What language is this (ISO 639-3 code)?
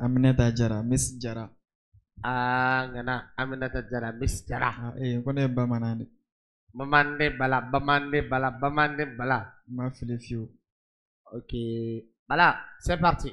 bam